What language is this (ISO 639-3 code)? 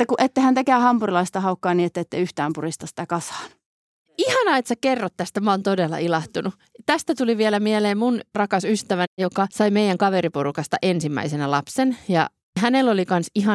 fin